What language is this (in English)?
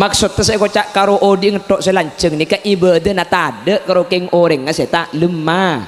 Madurese